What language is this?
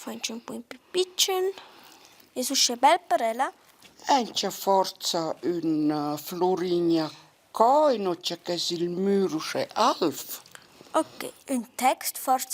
Romansh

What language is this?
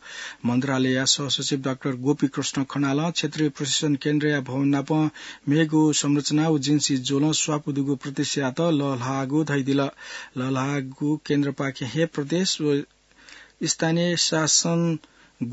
Newari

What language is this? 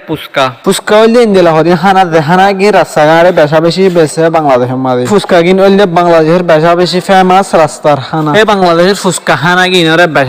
Rohingya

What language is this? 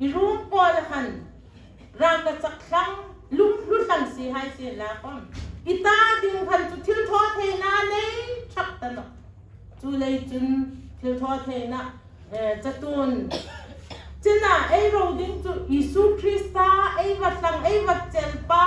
Hmar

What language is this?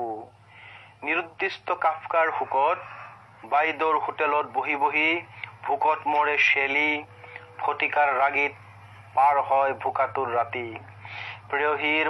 Assamese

